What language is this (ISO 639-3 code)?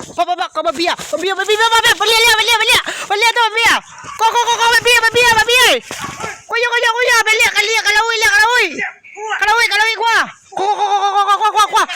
min